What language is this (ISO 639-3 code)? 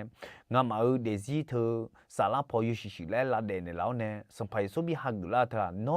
ahk